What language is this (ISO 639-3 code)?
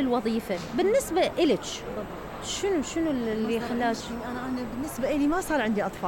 acm